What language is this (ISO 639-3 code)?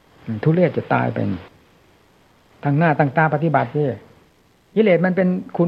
tha